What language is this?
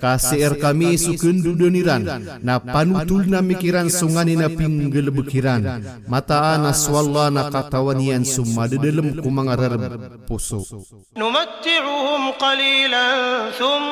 Maranao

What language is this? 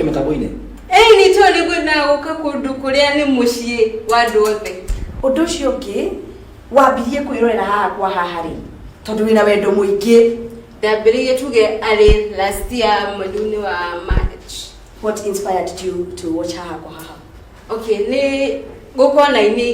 Kikuyu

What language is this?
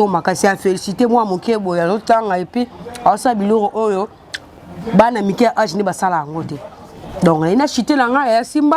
Lingala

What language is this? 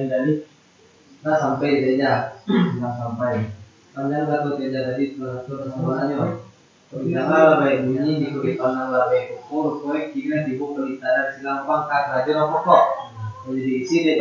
Minangkabau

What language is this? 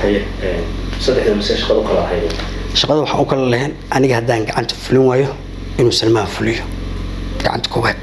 Somali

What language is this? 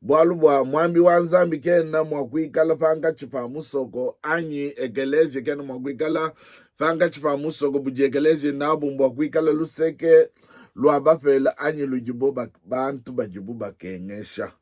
Luba-Lulua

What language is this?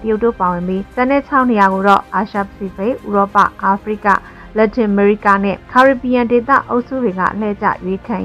Burmese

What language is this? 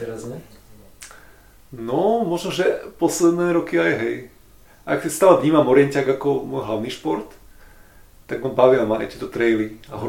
Slovak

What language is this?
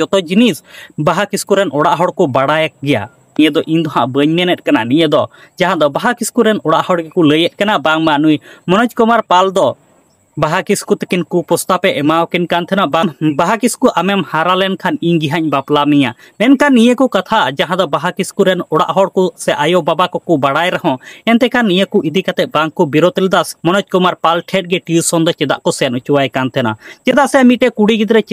Santali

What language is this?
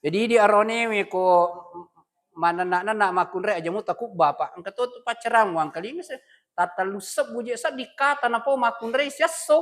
Buginese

